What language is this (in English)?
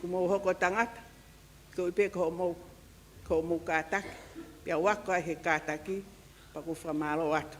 Tongan